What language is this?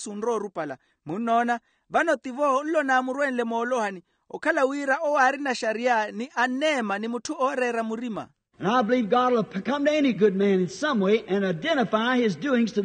Makhuwa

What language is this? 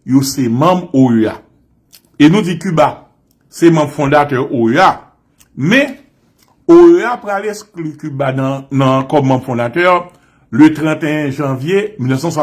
Haitian Creole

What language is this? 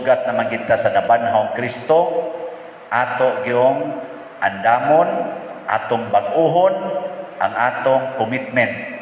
Cebuano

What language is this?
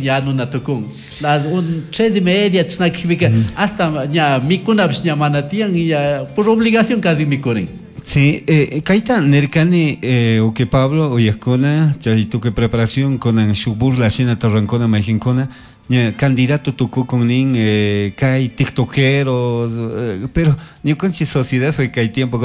Chimborazo Highland Quichua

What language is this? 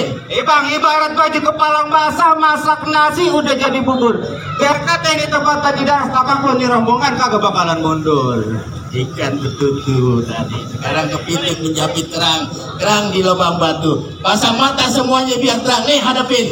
Betawi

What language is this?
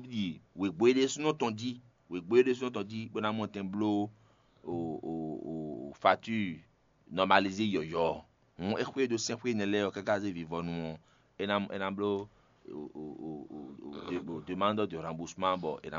Fon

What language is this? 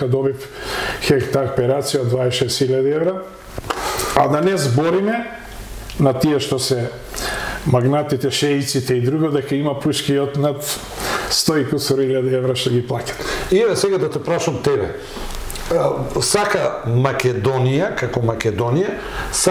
Macedonian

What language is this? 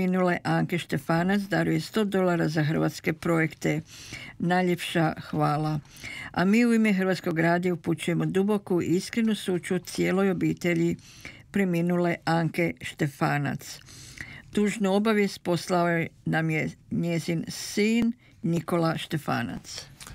Croatian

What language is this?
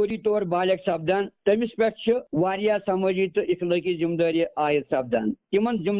Kashmiri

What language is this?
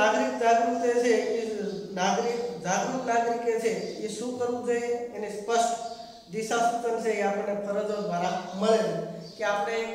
Gujarati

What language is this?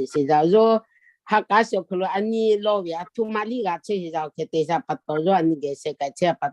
Lahu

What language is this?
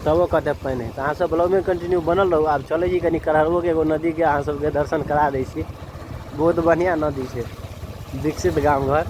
Maithili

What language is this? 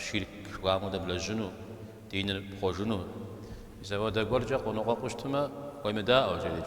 Kabardian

